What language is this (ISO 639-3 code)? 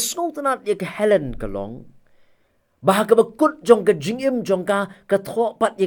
kha